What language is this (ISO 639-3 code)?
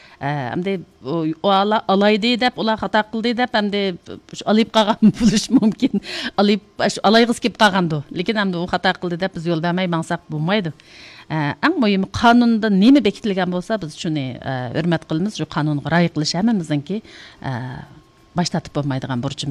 uig